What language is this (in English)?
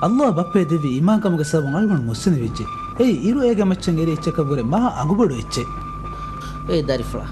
Divehi